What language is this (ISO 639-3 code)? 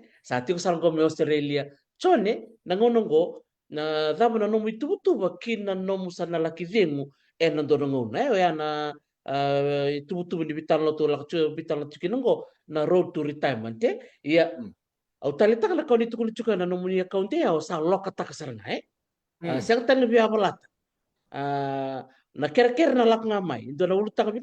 fij